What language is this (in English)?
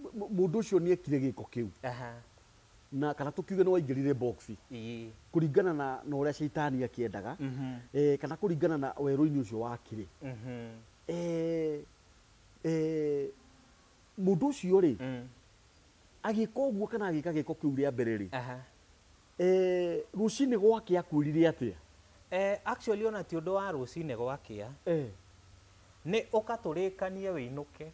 Kikuyu